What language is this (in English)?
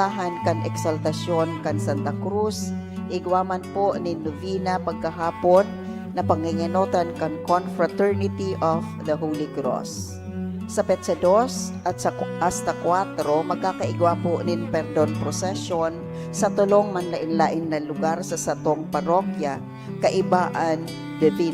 Bikol